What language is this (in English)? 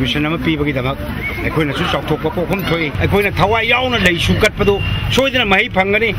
Manipuri